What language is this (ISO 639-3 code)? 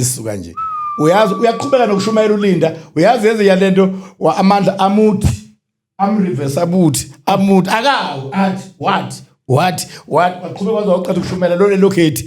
zul